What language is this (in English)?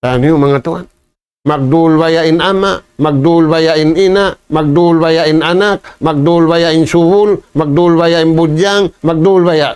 Tausug